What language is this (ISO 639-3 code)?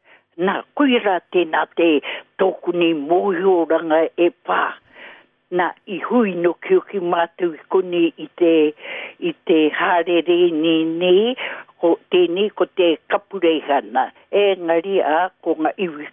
mri